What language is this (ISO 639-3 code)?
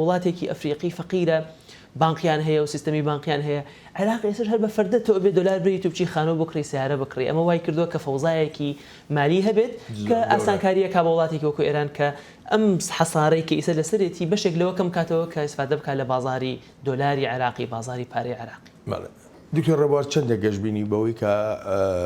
ckb